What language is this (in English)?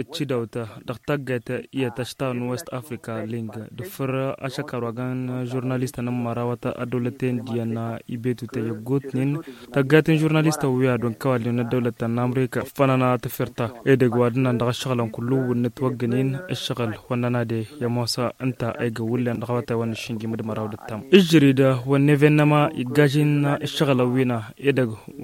Tamasheq